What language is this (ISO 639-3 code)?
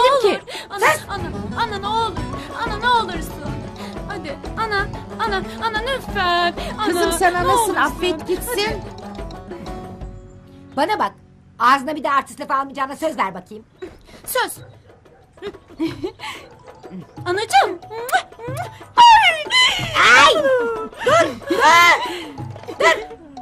tur